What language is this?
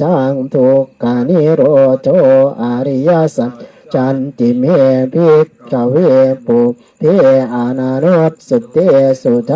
Pali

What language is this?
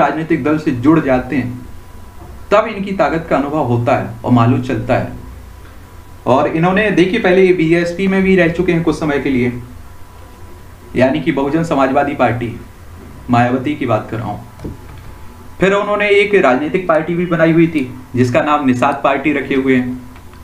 Hindi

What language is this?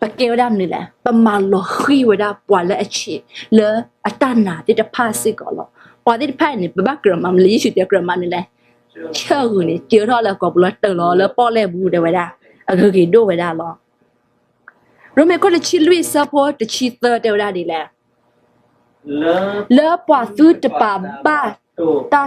S'gaw Karen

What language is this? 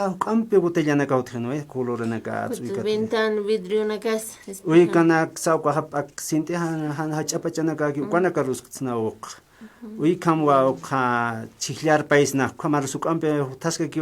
Aymara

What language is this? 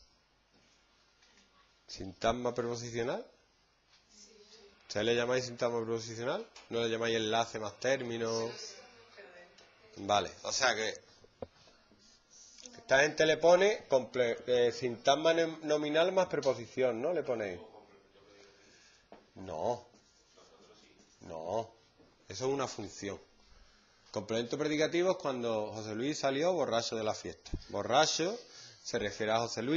Spanish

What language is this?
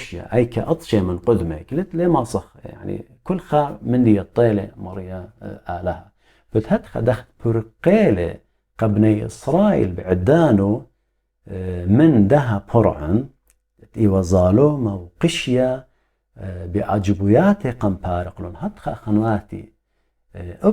Assyrian Neo-Aramaic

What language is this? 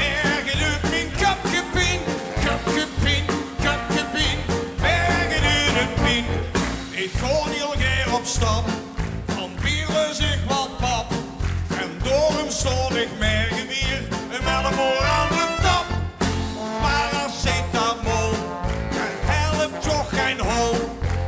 Limburgish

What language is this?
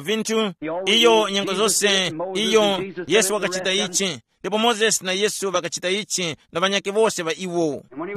Tumbuka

